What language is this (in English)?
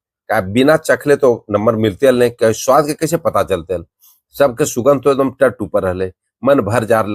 Magahi